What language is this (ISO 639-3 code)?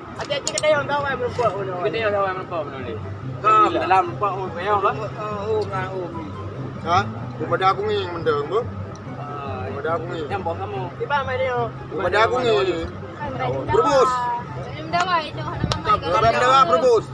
ace